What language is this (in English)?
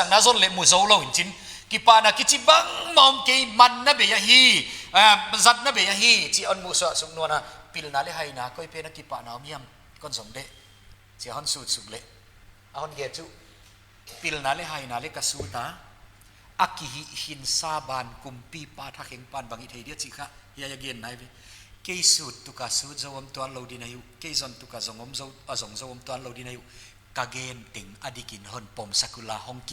Paite Chin